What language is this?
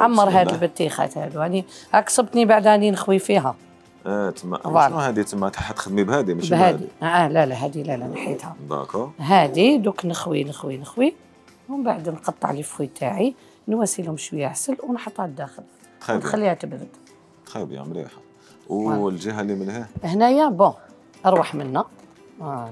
Algerian Arabic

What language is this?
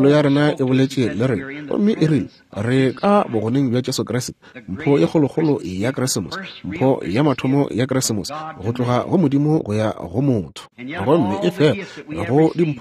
Northern Sotho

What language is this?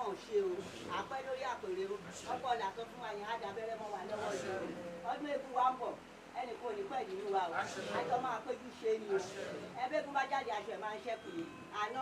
Yoruba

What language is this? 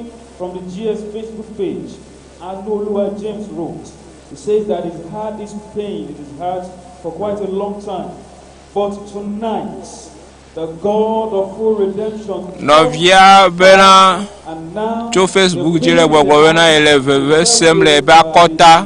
Ewe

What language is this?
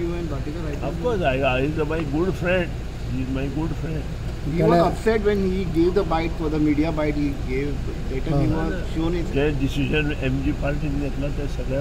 Konkani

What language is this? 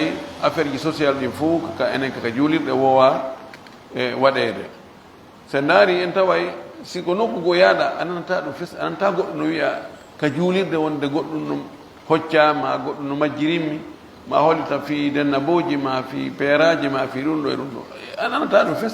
Pular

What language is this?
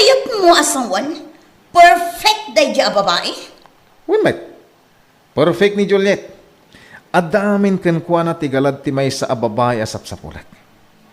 Iloko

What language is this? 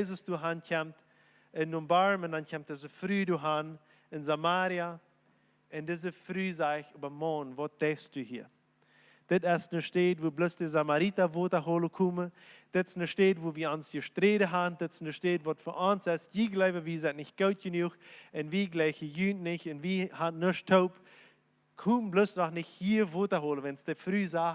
Plautdietsch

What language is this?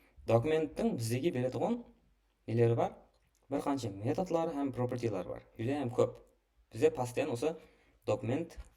Kara-Kalpak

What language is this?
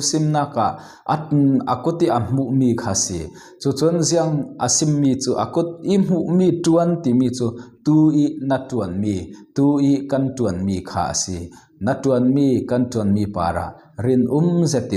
Falam Chin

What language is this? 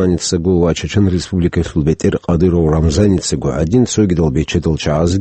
Avaric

